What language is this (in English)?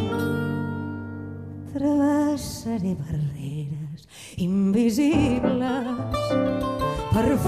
Catalan